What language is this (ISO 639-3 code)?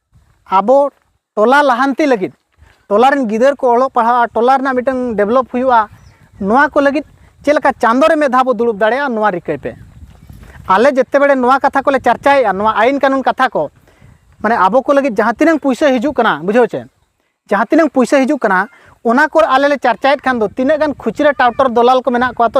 sat